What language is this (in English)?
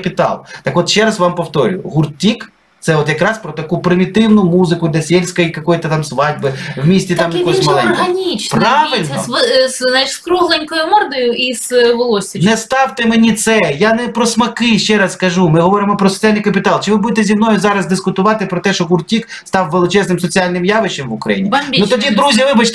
Ukrainian